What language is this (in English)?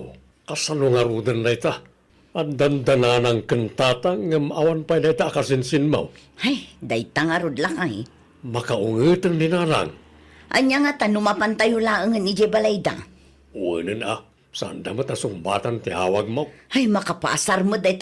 Iloko